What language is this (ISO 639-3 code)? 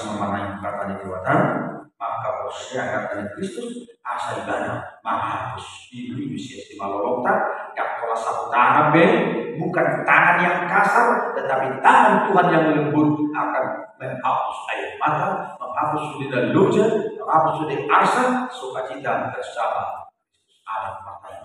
bbc